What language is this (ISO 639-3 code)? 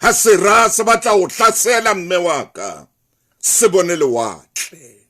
sot